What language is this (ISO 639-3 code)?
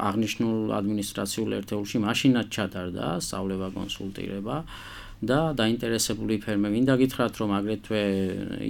kat